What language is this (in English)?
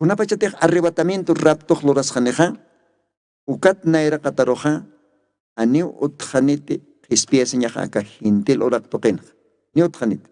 Aymara